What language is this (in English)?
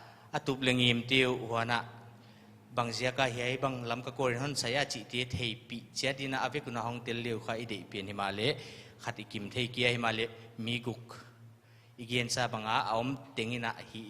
Paite Chin